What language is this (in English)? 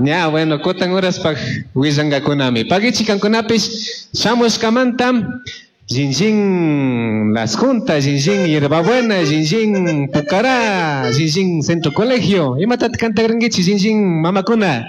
Chimborazo Highland Quichua